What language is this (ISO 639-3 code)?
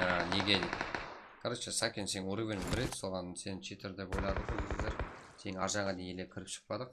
kaa